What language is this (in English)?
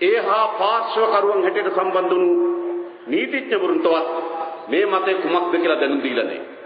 Sinhala